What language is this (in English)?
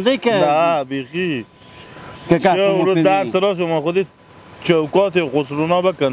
Hazaragi